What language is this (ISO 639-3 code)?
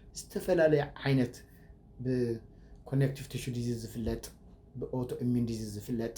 tir